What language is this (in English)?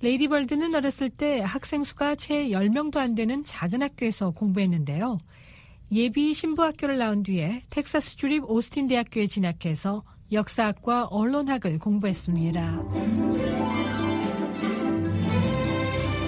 Korean